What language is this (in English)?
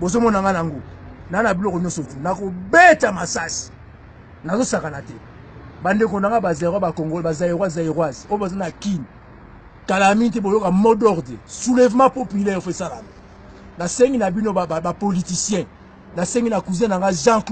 Lingala